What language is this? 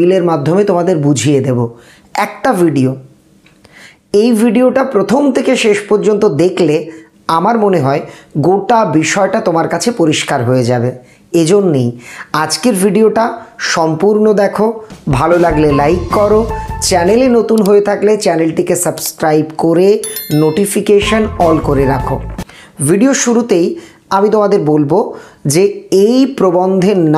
Bangla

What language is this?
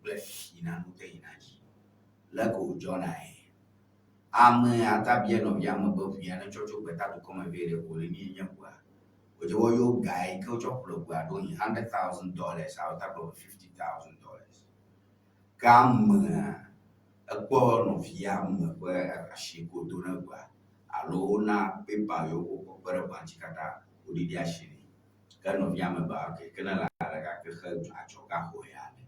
Ewe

